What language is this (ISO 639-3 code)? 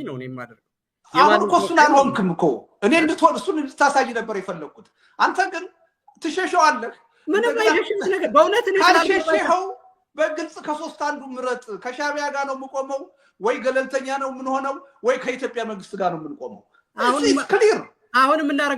amh